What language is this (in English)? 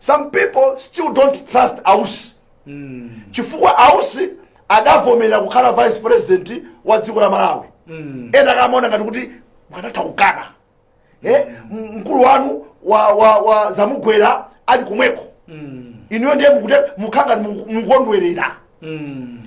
Nyanja